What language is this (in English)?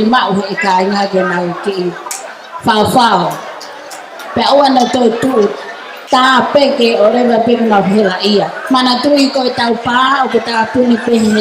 Tongan